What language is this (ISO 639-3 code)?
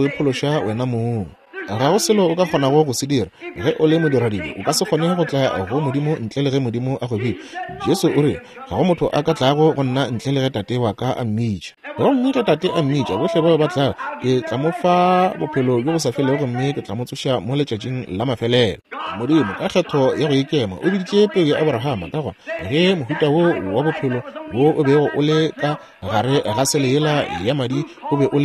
nso